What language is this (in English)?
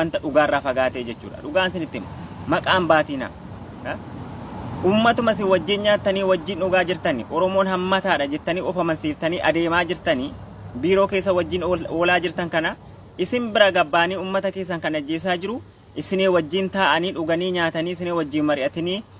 Oromo